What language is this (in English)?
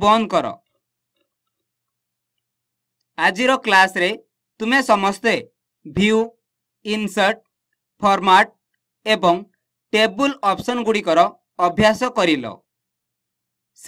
Odia